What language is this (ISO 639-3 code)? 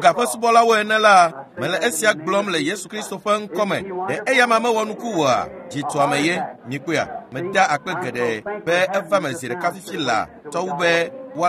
ewe